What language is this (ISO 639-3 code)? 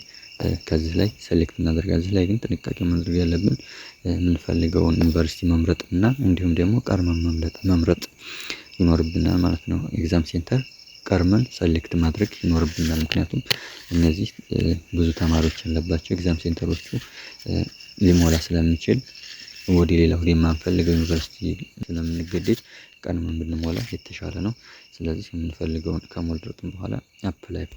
amh